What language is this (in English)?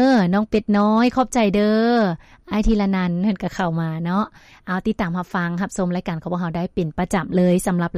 Lao